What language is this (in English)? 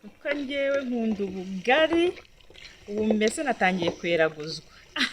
Kinyarwanda